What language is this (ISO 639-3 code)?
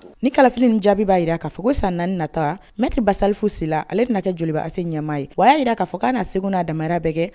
bam